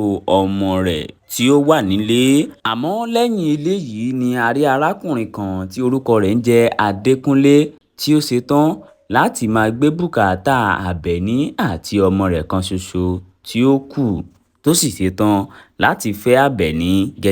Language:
Yoruba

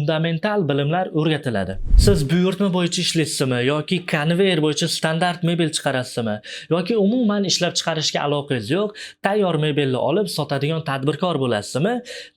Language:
Uzbek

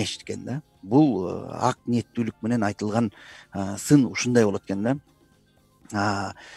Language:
Kyrgyz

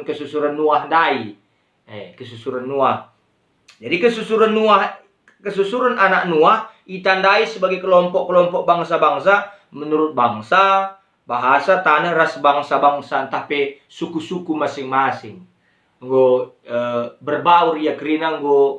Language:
Batak Karo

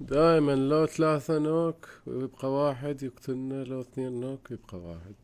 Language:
Mesopotamian Arabic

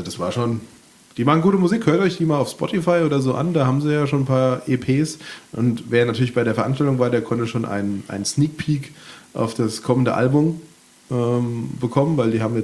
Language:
German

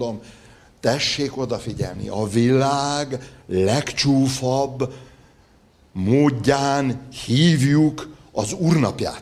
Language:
Hungarian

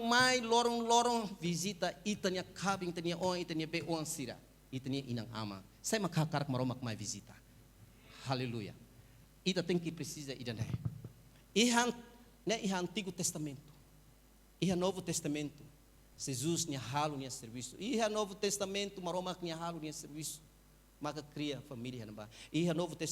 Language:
Tetum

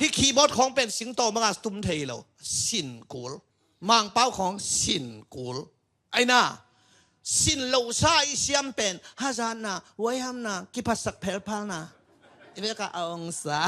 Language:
Tedim Chin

